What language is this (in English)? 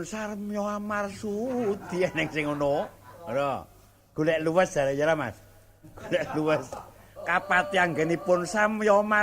Javanese